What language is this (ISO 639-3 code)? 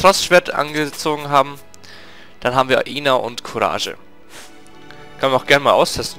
deu